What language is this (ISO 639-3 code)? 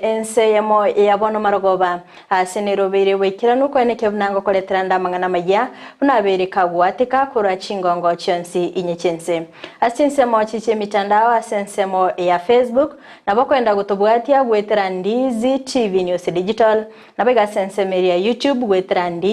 guz